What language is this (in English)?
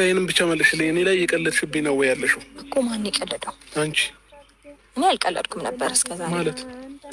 Amharic